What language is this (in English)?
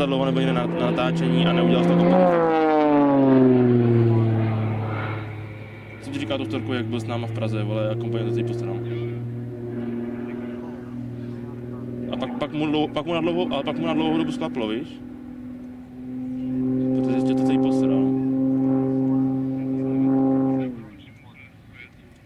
Czech